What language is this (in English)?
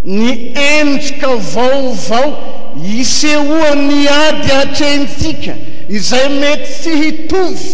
Malagasy